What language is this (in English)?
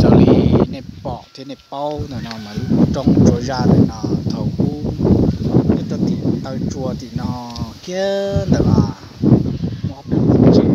Hmong